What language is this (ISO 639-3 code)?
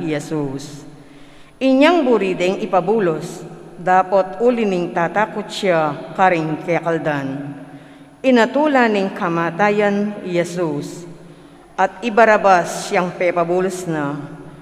pam